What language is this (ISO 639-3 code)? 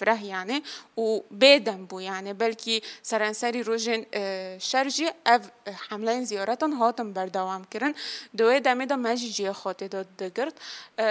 kur